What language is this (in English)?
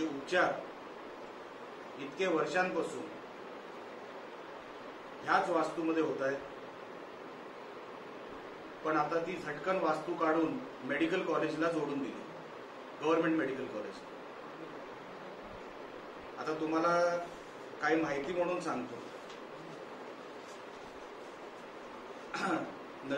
Marathi